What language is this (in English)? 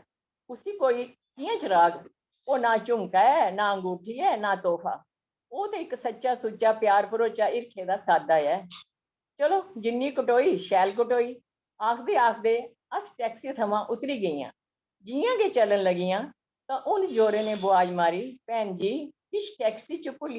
Dogri